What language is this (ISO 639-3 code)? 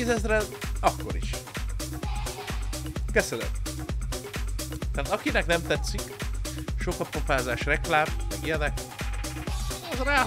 hun